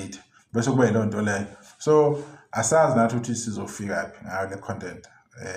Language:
Zulu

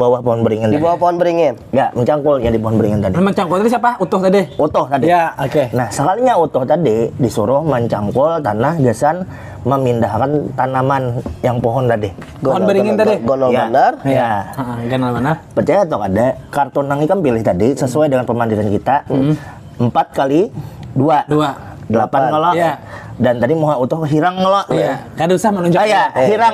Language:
Banjar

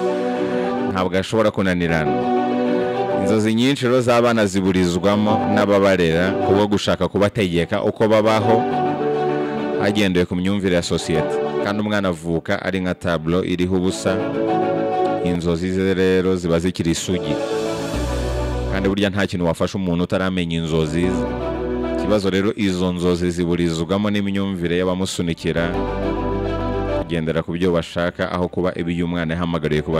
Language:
Kinyarwanda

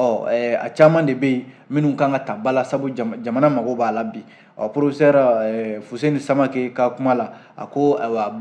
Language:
Bambara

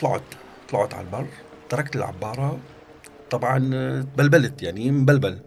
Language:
North Levantine Arabic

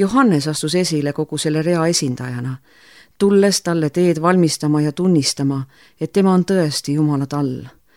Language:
Estonian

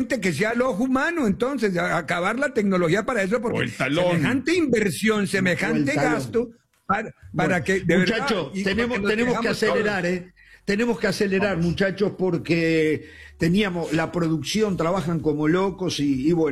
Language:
Spanish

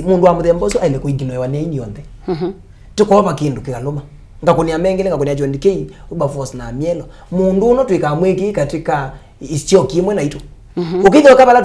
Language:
Kamba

